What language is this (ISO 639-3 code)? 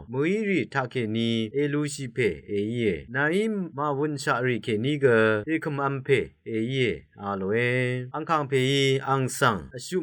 raw